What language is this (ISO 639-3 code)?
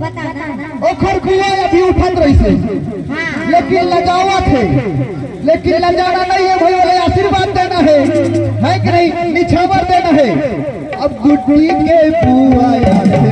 hne